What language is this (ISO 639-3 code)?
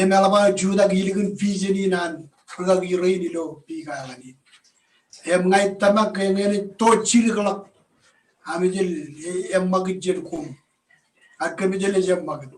mah